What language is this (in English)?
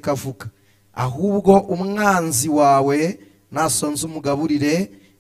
Kinyarwanda